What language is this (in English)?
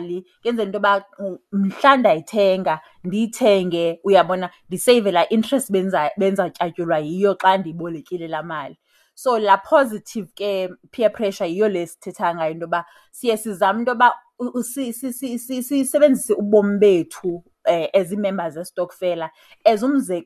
Xhosa